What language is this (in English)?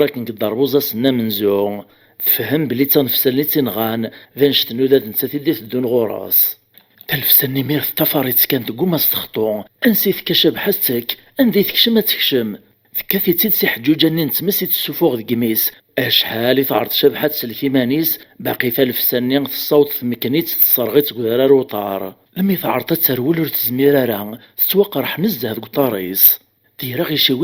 Kabyle